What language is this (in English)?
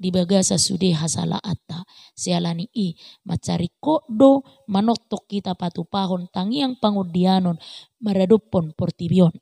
Batak Toba